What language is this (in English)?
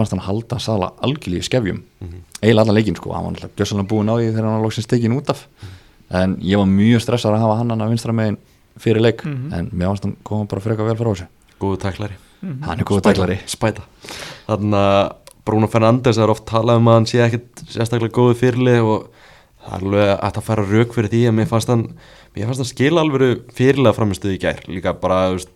Icelandic